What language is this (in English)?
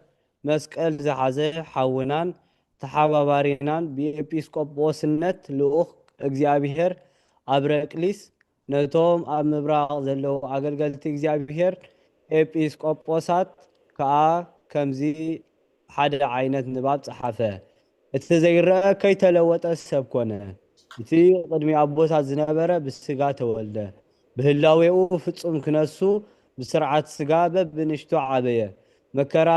Tigrinya